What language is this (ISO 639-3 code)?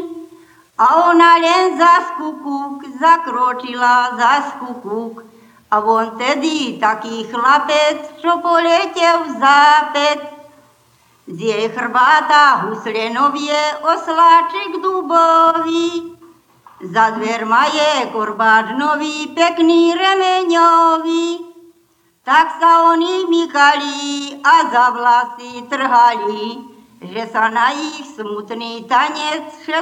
slk